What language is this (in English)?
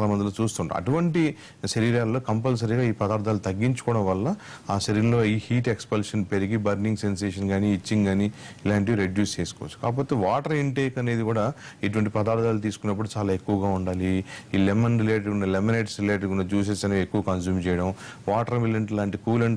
Telugu